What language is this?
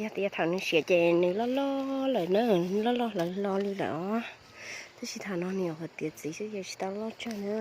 Hmong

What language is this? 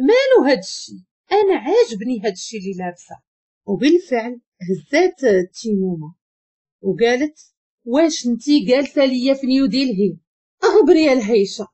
Moroccan Arabic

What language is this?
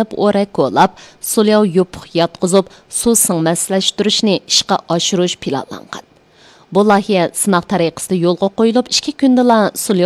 Uyghur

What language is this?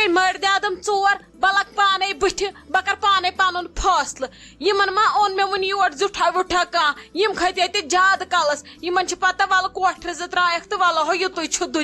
Kashmiri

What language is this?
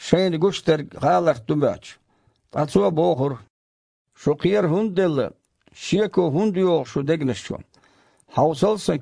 Chechen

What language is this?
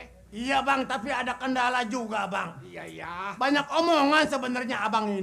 Betawi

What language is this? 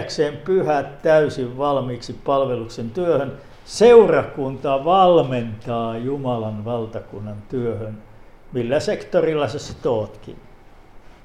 Finnish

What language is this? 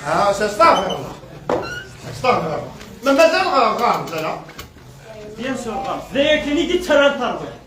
Kabyle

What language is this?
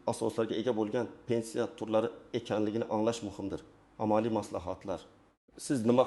Uzbek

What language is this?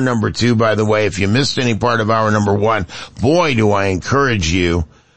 English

